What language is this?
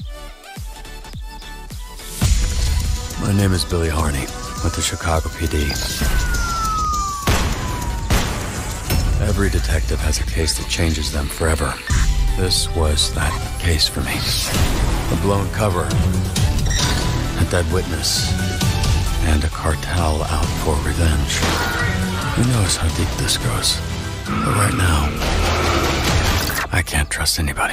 English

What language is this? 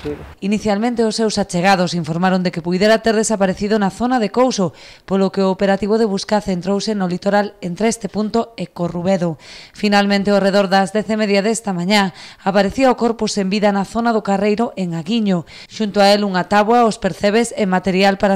Galician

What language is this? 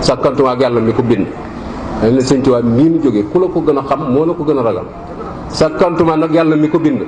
Wolof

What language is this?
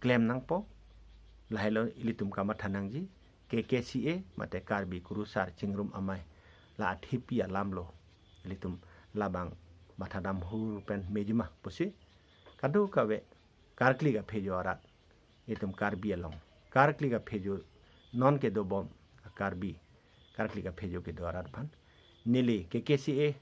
Karbi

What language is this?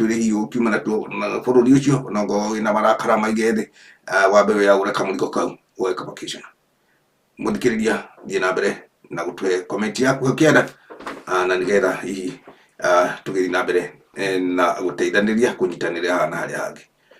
Kikuyu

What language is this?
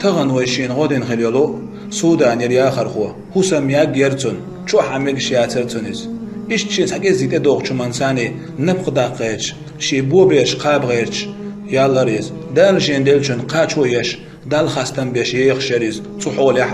Chechen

